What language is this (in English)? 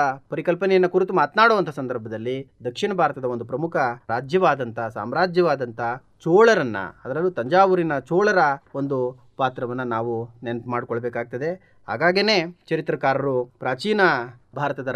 Kannada